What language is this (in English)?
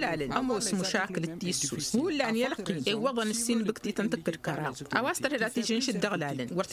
Tamasheq